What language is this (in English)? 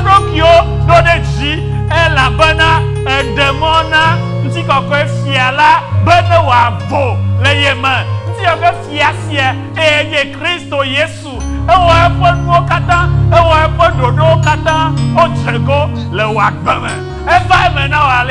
Ewe